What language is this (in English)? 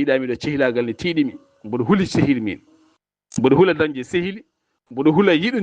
Fula